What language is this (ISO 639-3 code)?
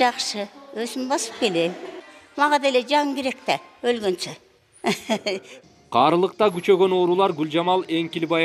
kir